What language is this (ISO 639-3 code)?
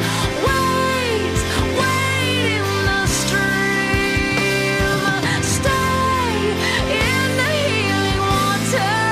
est